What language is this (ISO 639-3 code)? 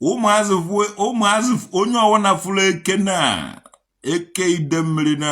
ibo